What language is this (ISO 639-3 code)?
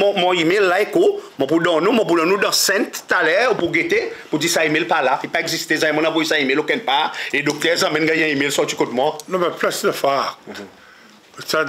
crs